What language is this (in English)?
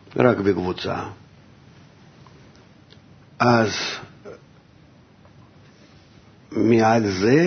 Hebrew